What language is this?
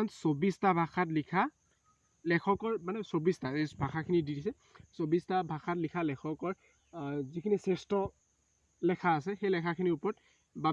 Assamese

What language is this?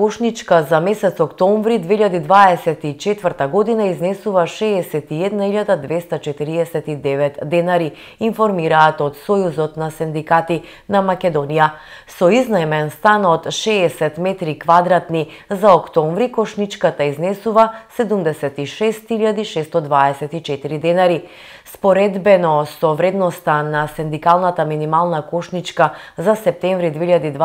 Macedonian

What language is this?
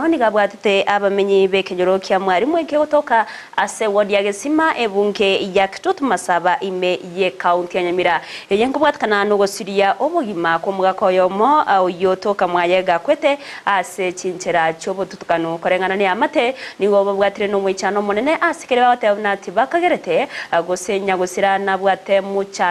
Gusii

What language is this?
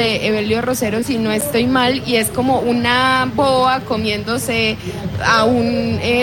Spanish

